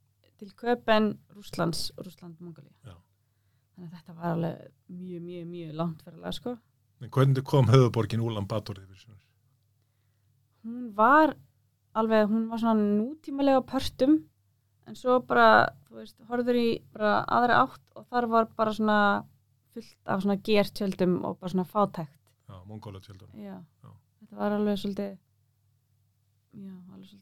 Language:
Icelandic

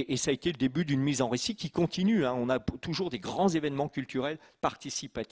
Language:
French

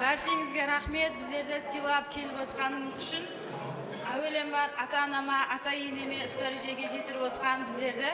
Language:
Kara-Kalpak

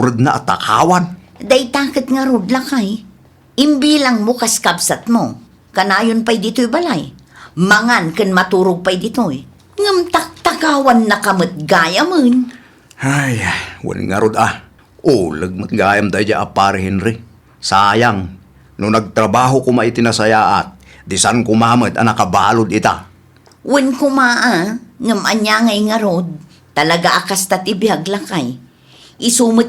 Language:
Iloko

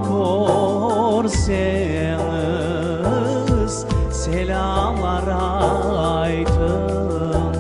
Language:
Crimean Tatar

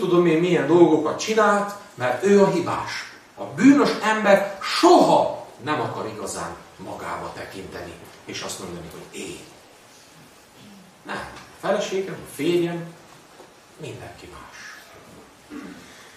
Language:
Hungarian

